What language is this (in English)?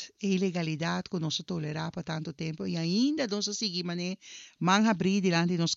Papiamento